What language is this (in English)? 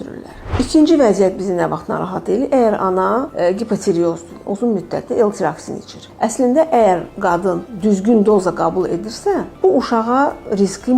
Azerbaijani